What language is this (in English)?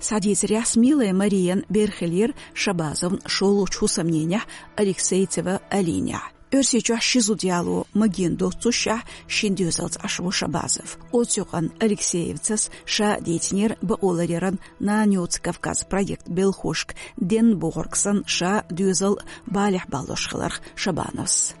Chechen